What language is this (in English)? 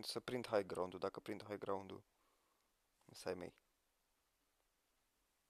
Romanian